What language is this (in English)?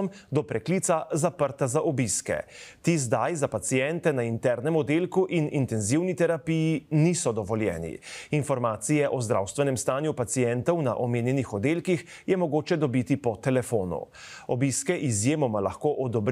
Slovenian